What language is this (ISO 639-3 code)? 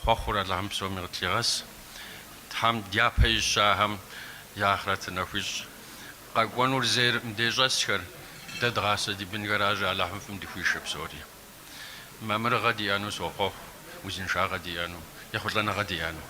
kbd